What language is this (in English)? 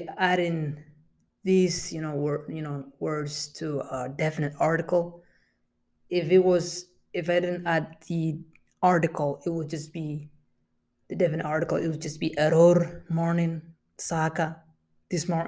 English